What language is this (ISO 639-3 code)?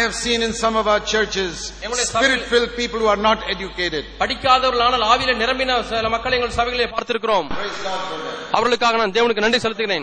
tam